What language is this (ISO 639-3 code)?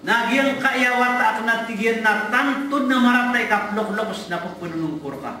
mrw